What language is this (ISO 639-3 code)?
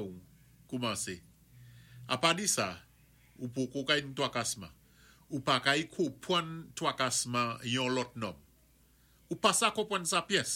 acf